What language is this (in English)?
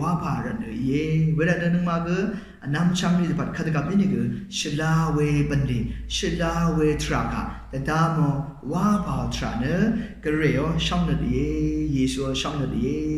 Rawang